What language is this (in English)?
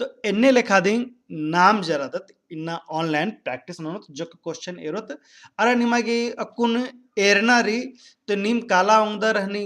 Kurukh